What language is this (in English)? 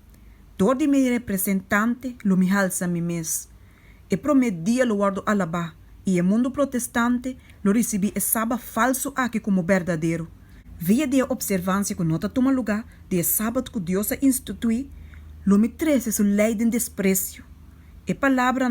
Papiamento